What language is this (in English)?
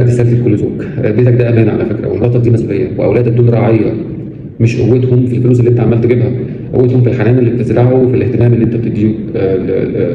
Egyptian Arabic